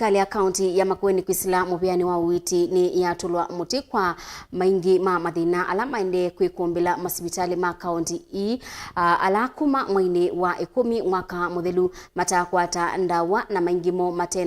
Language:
Kamba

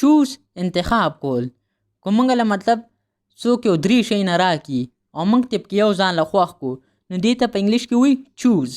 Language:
Pashto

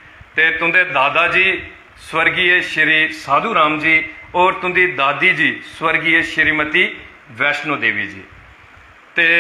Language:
Dogri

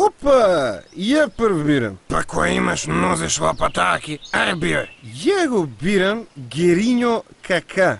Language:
Macedonian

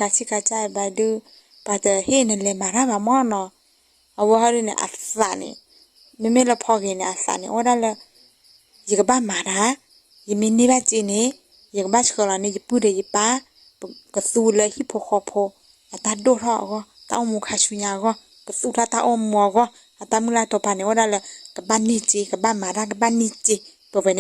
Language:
S'gaw Karen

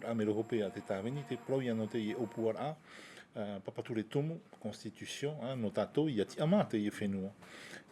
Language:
Tahitian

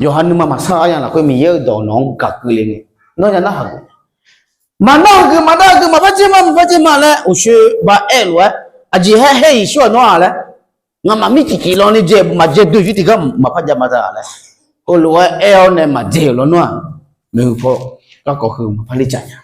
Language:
Akha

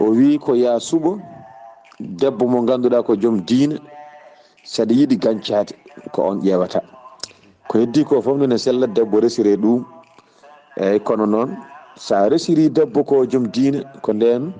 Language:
Fula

